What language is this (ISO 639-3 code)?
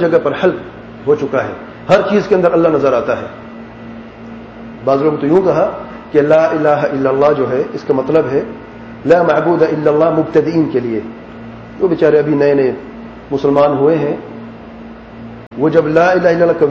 urd